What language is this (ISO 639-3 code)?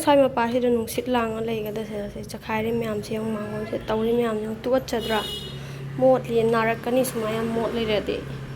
mni